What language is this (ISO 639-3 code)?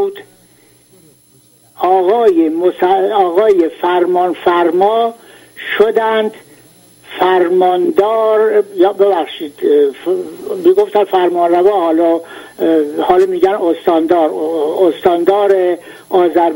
fas